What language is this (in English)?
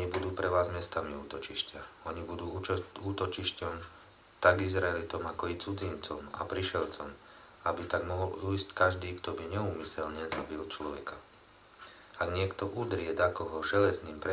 Slovak